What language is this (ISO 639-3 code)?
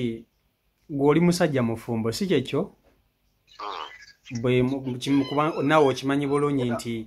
lug